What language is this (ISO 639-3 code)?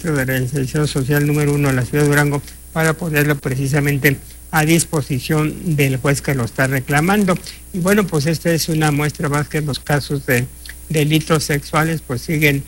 spa